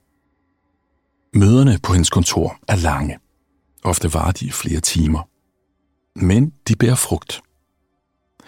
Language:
Danish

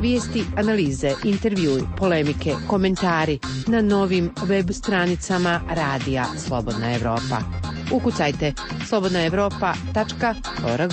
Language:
Bosnian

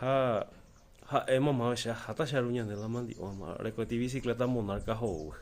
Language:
Guarani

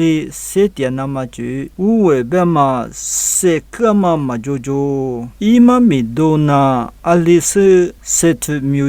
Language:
Lisu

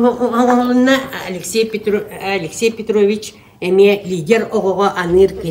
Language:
Yakut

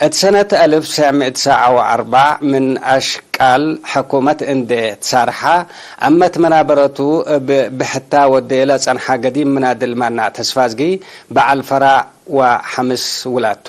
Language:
Tigre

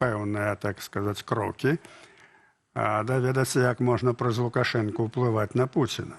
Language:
Belarusian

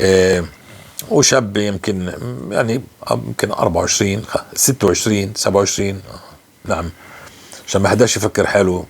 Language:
North Levantine Arabic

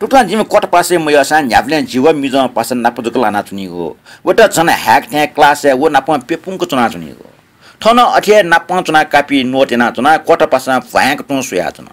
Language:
Newari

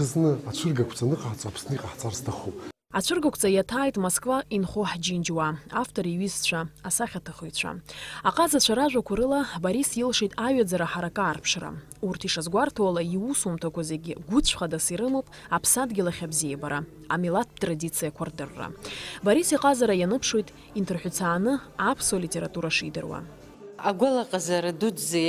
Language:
Abkhazian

